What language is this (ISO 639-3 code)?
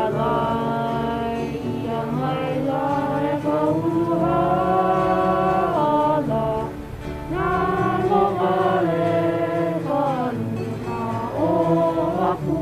haw